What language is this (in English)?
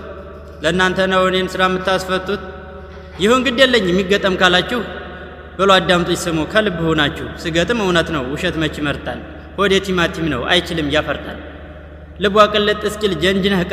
Amharic